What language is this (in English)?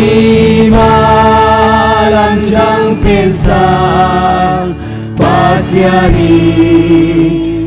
Tedim Chin